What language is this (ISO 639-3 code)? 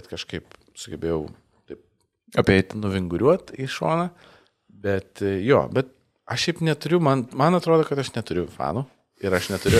lit